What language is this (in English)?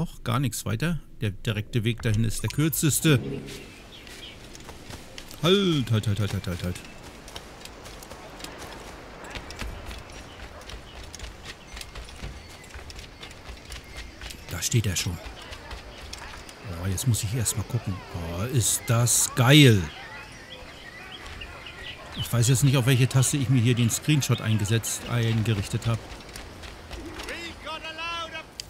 German